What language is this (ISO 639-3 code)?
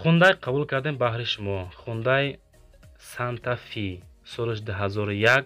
tgk